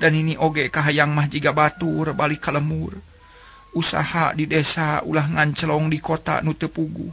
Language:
Sundanese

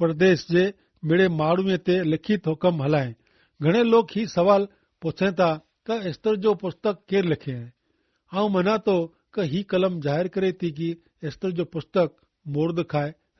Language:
Kachhi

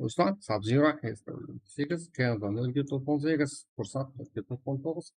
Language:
Kara-Kalpak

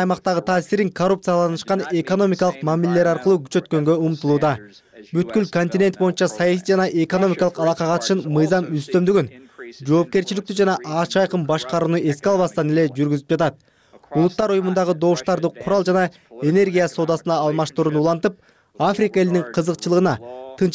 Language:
Kyrgyz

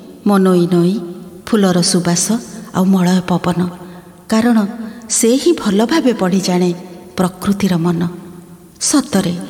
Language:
Odia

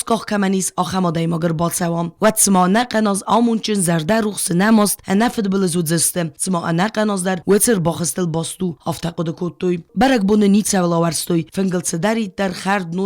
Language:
Ossetic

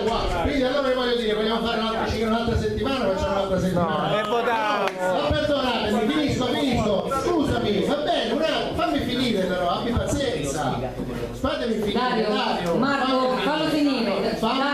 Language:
Italian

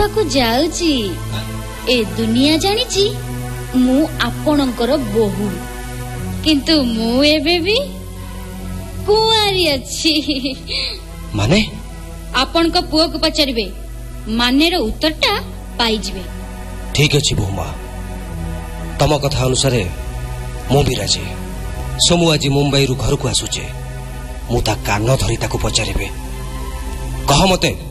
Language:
Odia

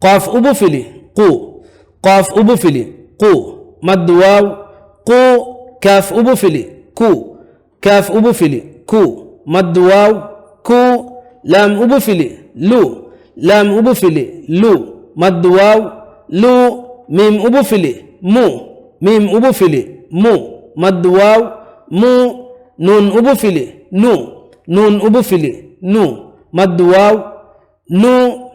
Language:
Divehi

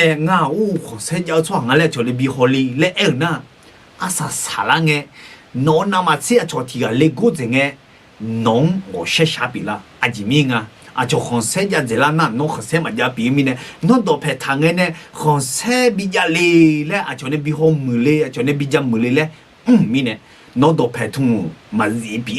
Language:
Akha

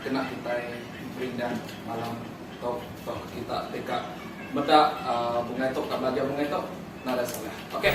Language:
Iban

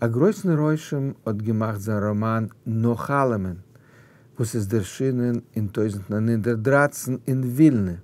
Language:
Yiddish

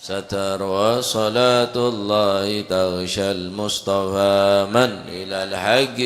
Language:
Madurese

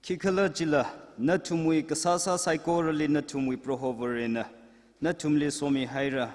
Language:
Tangkhul Naga (India)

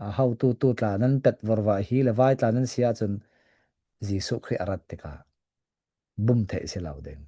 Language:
Falam Chin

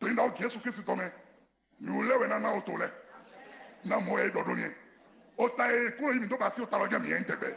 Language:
Fon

